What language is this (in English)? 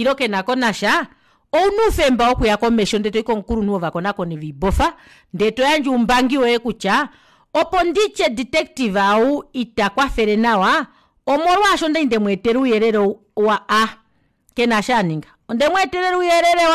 Kuanyama